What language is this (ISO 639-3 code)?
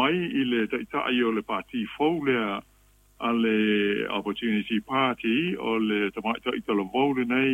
smo